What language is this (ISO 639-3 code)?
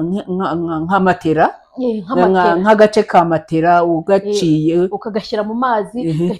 kin